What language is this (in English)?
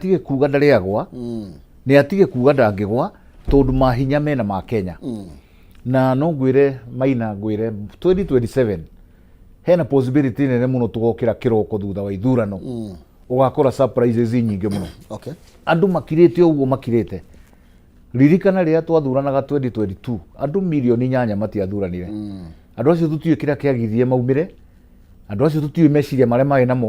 Kikuyu